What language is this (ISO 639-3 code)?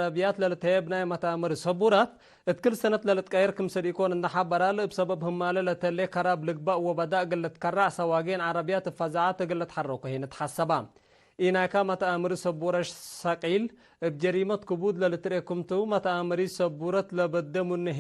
tig